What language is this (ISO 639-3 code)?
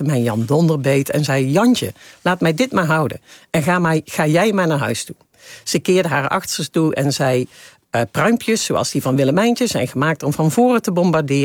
nld